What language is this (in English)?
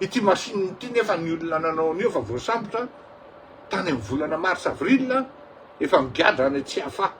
Malagasy